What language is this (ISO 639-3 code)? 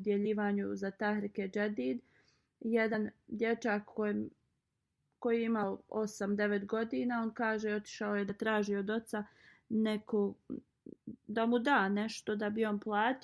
bos